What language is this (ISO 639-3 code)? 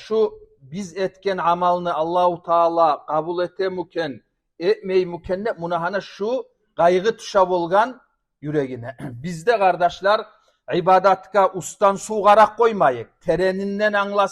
kum